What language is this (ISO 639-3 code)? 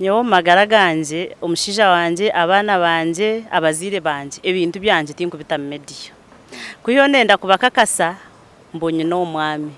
nyn